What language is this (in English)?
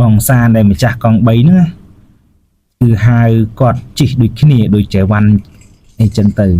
Khmer